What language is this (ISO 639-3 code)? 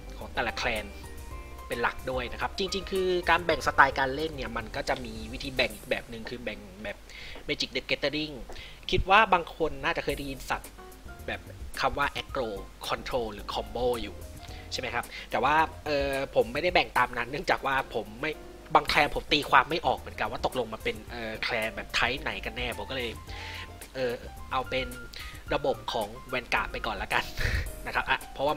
tha